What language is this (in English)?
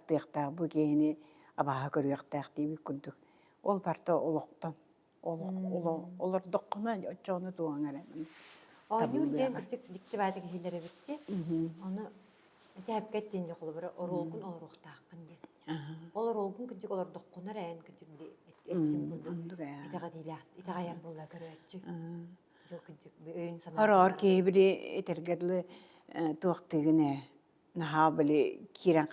Yakut